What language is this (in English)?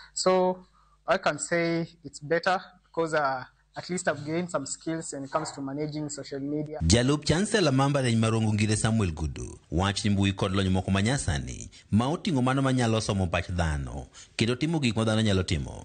Luo (Kenya and Tanzania)